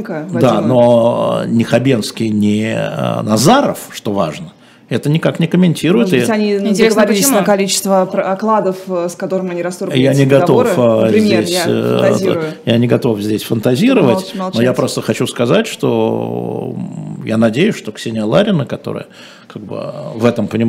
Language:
Russian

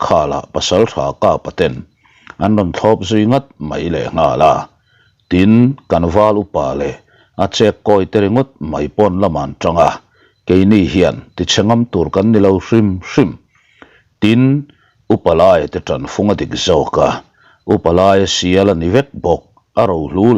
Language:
Mizo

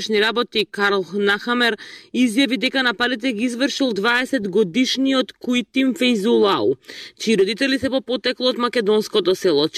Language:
Macedonian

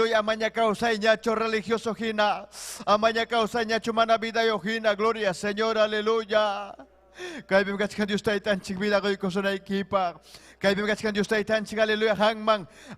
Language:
Ayacucho Quechua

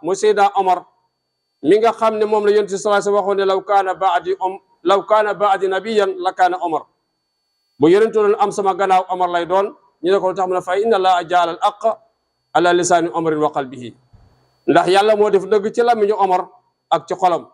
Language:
Wolof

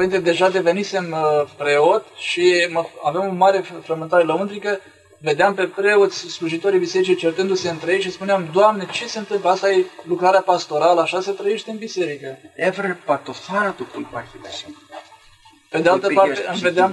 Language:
Romanian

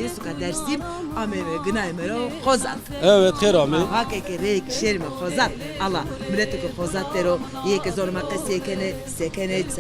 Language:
Zaza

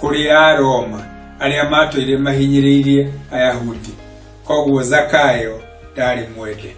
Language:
Kikuyu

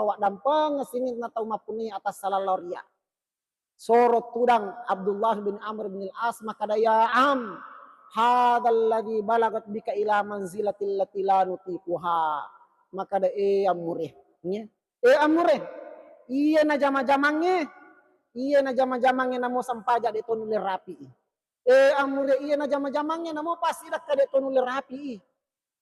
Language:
Buginese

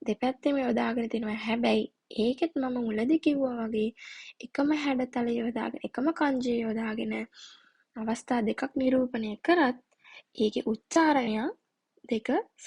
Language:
Sinhala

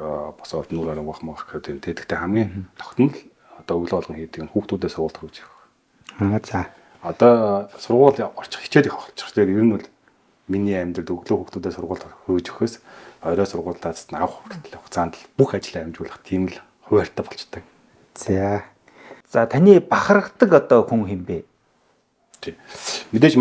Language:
Mongolian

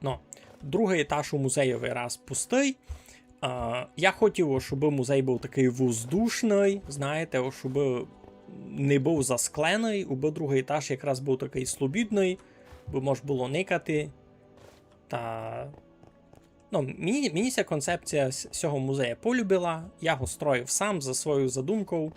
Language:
Rusyn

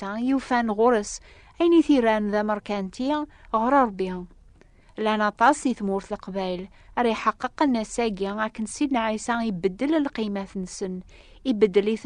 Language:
Kabyle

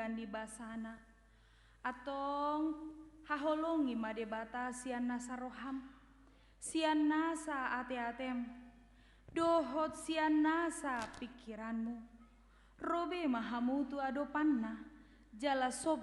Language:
Batak Toba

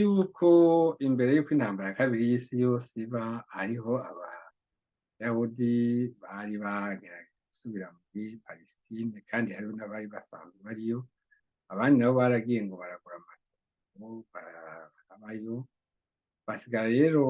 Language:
Rundi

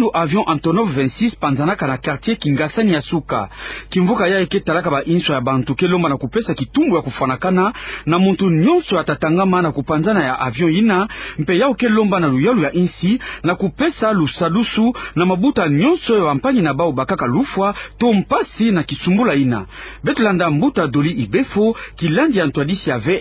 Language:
Kituba (Democratic Republic of Congo)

